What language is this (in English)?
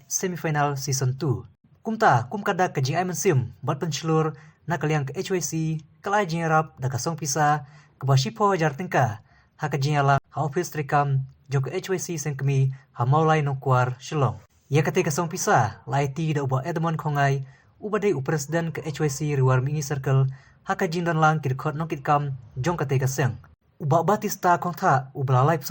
Khasi